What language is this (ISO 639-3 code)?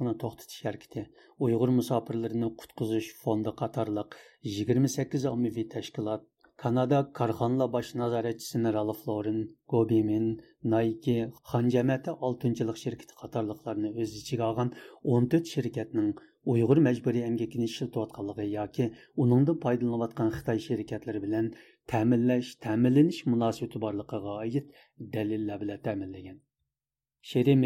uig